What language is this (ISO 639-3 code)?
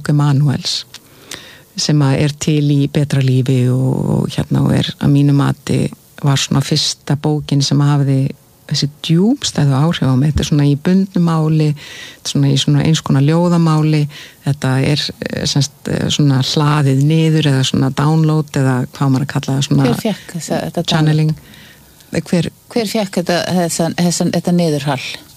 isl